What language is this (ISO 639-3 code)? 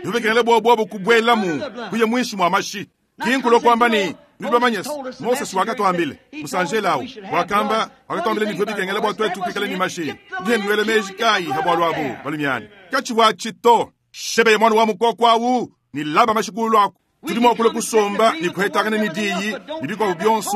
lua